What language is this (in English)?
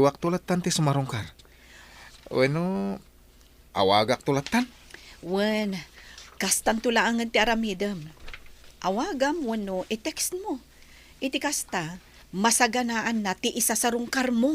Iloko